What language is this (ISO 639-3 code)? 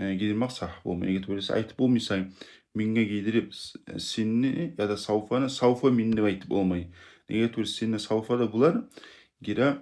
kum